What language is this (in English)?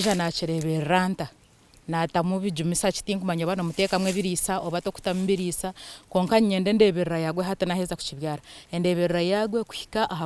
Nyankole